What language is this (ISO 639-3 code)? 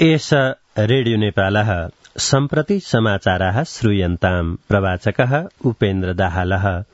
san